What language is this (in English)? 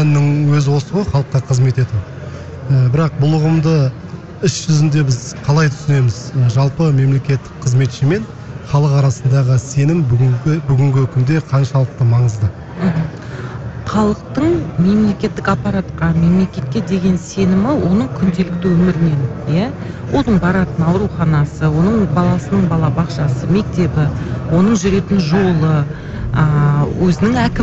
Kazakh